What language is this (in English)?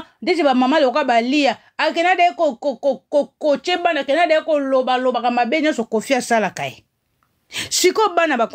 Lingala